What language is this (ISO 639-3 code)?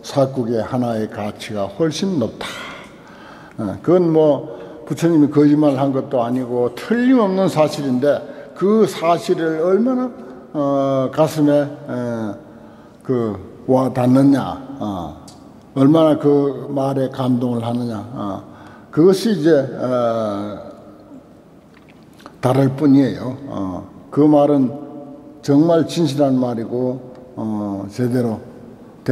kor